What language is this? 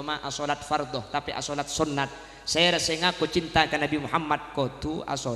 Madurese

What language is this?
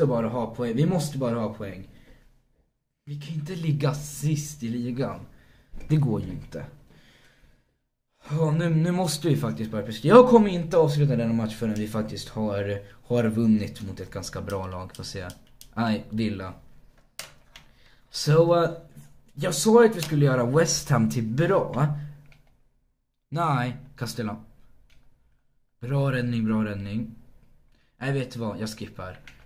Swedish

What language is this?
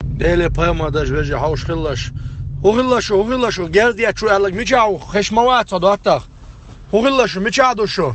Chechen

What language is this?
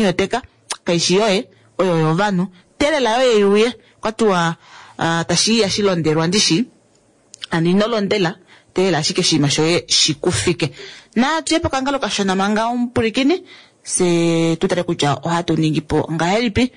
Kuanyama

